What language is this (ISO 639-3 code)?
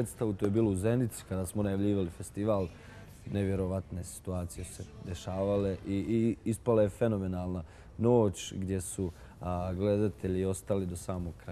bos